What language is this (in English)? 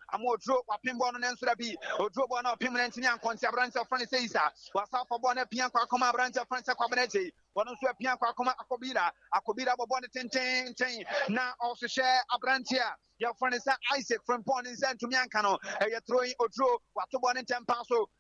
Akan